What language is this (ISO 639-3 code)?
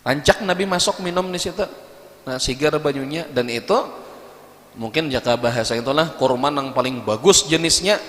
bjn